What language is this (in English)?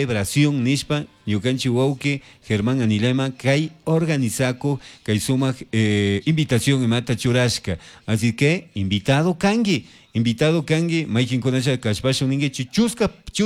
Chimborazo Highland Quichua